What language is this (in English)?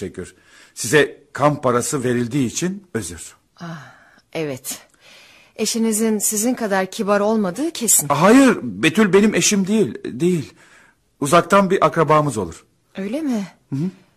Turkish